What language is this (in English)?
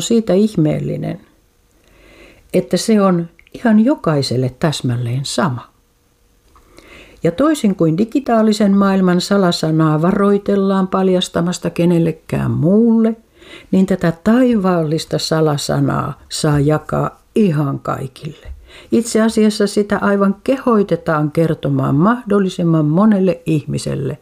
Finnish